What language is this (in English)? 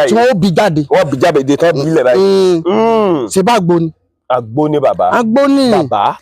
Yoruba